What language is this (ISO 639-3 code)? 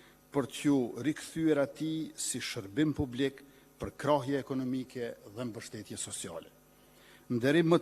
sqi